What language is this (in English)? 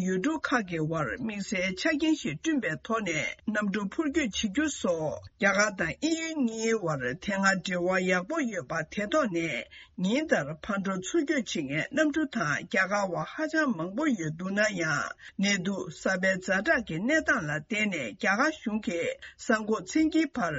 Tibetan